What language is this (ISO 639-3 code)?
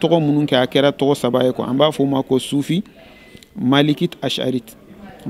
bam